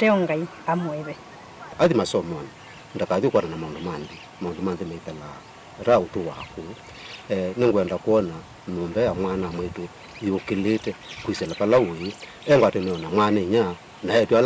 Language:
Kamba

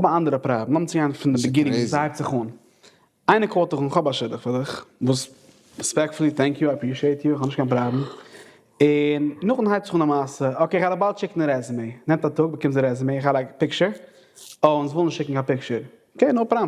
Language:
Yiddish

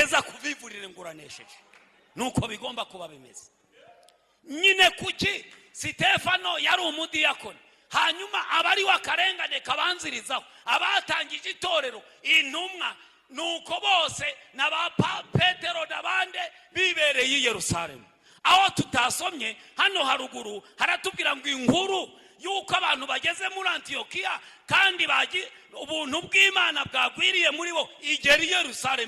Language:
Kinyarwanda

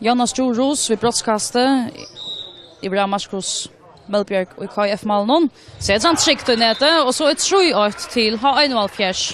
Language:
Faroese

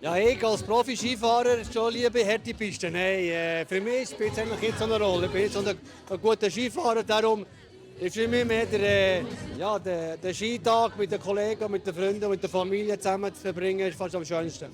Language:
Swiss German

